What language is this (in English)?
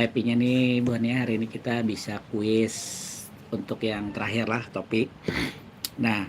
Banjar